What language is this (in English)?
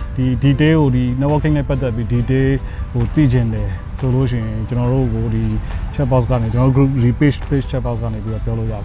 Burmese